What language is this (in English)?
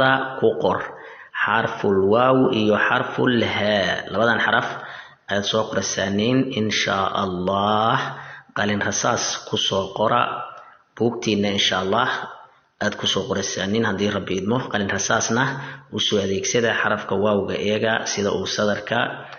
Somali